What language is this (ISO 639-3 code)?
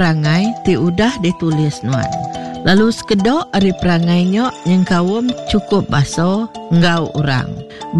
iba